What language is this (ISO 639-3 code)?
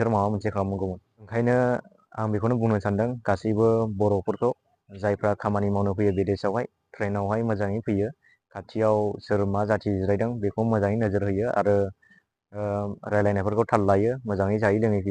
brx